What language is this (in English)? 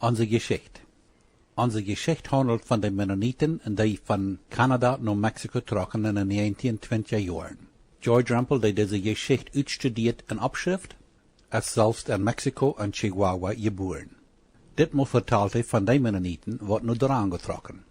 Plautdietsch